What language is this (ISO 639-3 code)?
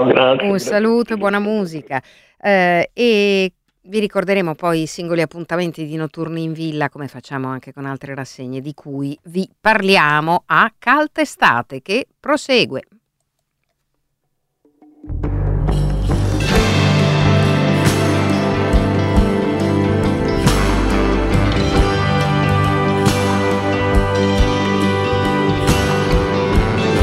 ita